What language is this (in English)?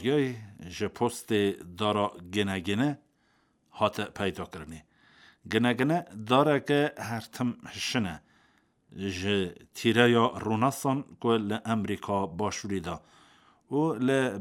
Kurdish